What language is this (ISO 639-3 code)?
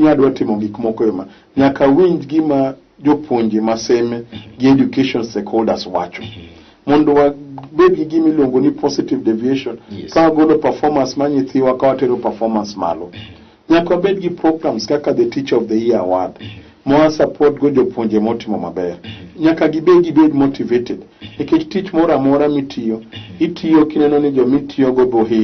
luo